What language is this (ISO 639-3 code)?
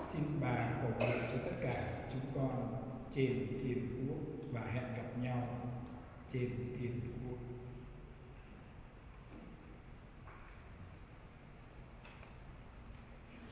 vie